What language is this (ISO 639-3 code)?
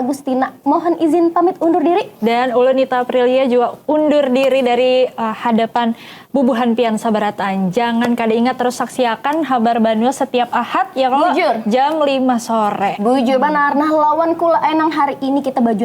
bjn